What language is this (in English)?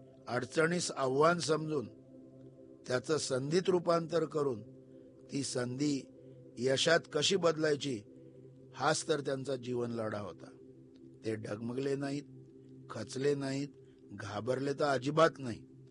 Marathi